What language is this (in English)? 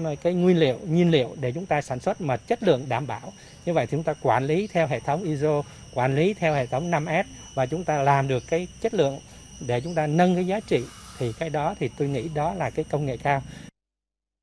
Vietnamese